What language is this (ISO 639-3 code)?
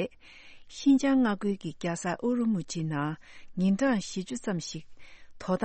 bod